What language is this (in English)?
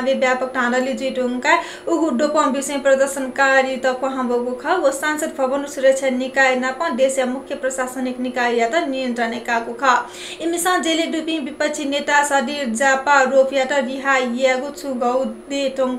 Newari